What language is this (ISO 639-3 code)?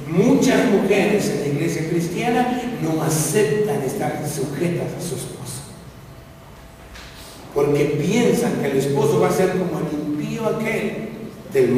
spa